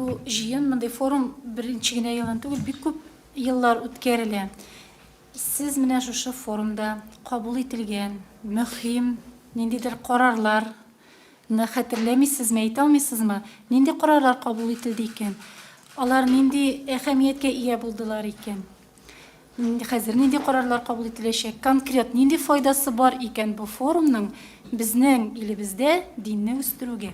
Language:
Tatar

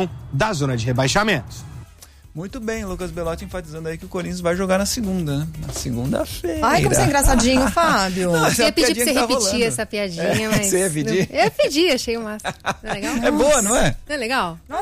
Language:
Portuguese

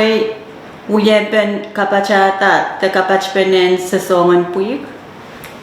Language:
Pohnpeian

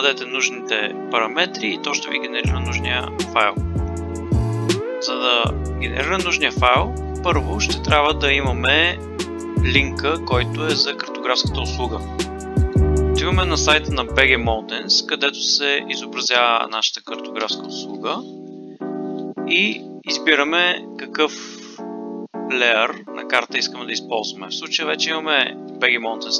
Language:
Bulgarian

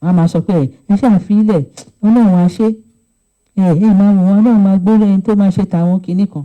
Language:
Yoruba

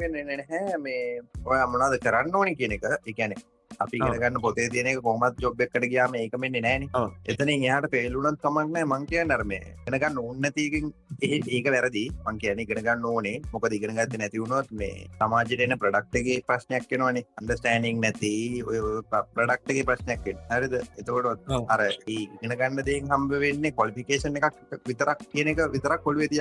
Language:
Sinhala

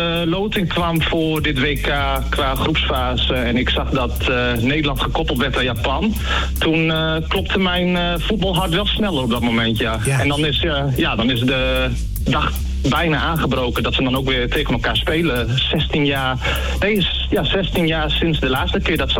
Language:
Dutch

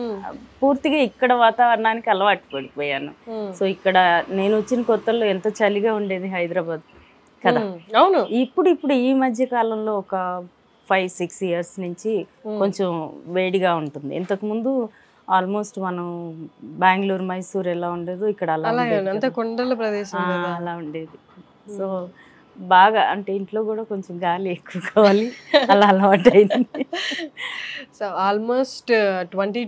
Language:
Telugu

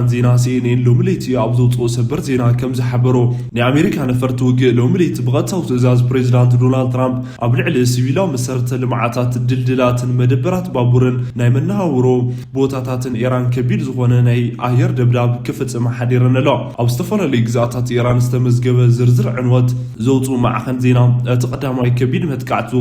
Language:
Tigrinya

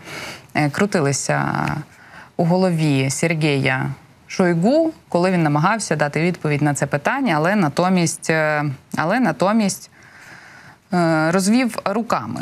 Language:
Ukrainian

